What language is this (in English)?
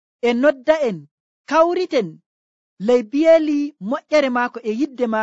Nigerian Fulfulde